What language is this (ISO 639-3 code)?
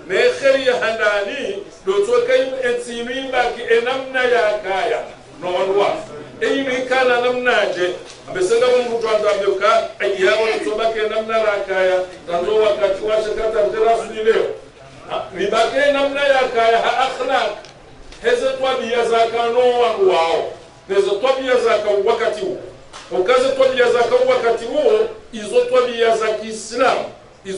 zdj